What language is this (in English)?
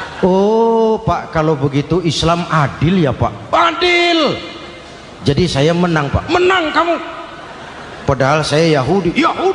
Indonesian